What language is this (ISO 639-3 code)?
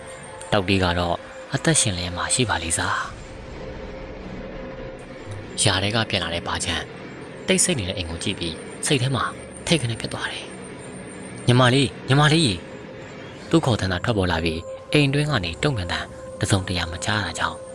mya